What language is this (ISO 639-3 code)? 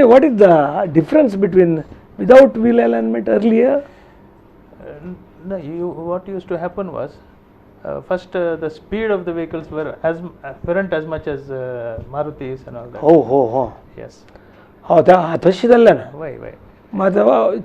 kok